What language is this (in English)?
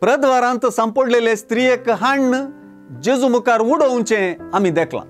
Konkani